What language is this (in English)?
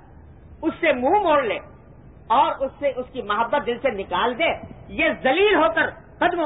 Urdu